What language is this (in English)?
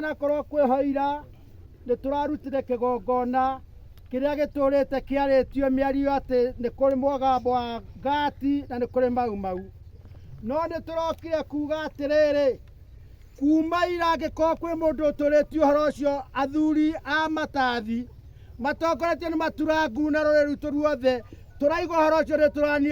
Kikuyu